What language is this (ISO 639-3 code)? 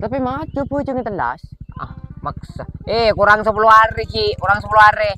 mad